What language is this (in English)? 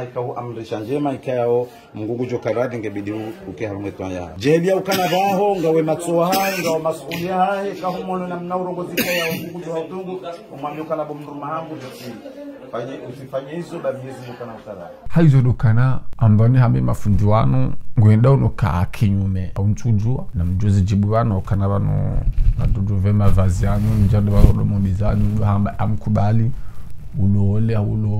Ngazidja Comorian